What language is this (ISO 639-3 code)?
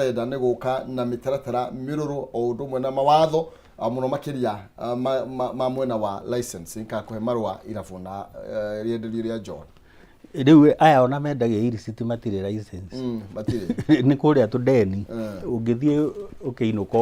kik